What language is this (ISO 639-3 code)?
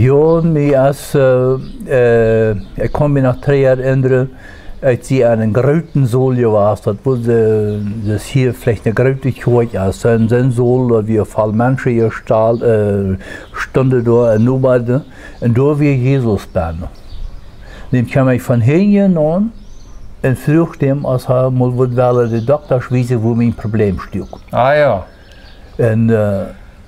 pdt